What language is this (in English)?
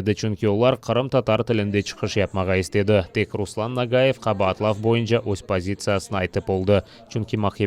Crimean Tatar